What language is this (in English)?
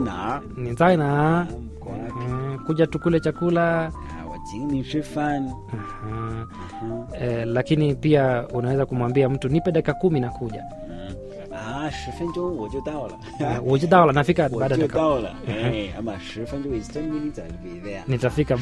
Swahili